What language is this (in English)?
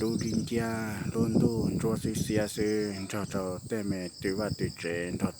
Hmong